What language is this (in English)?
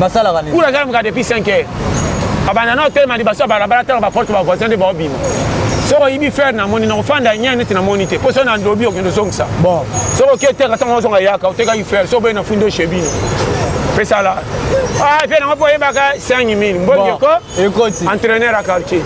Lingala